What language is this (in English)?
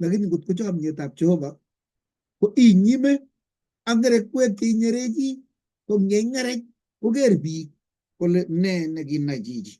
Kalenjin